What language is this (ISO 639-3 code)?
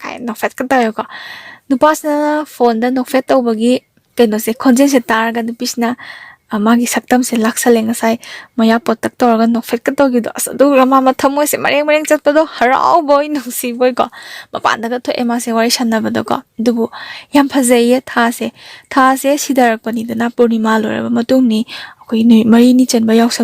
mni